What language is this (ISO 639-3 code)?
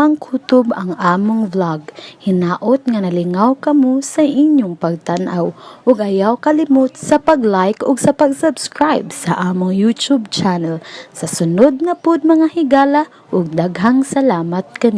ceb